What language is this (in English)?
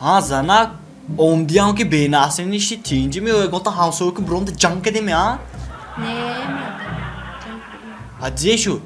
Tajik